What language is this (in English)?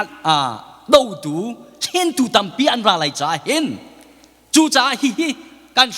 Hakha Chin